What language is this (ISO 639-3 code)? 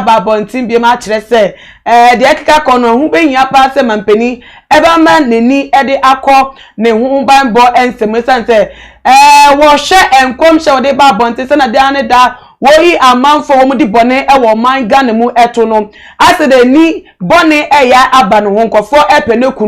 aka